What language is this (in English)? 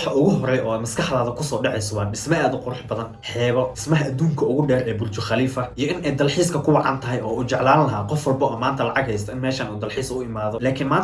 Somali